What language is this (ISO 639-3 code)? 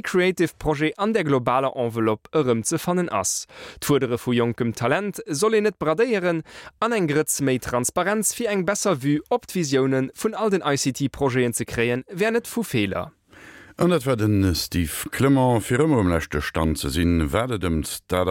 ltz